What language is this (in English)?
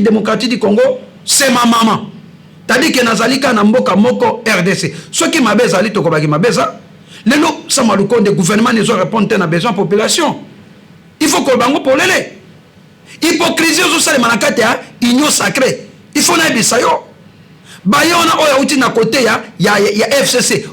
Lingala